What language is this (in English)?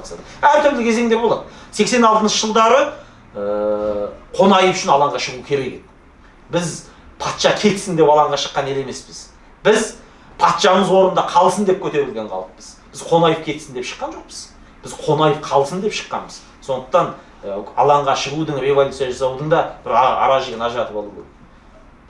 Kazakh